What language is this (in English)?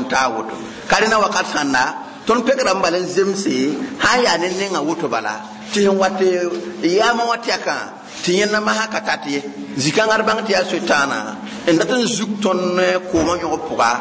Mossi